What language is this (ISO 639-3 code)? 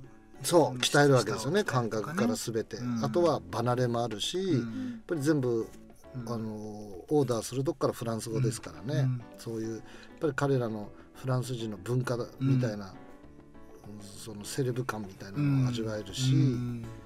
jpn